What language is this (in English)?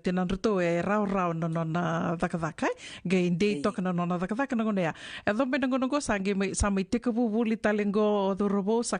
Fijian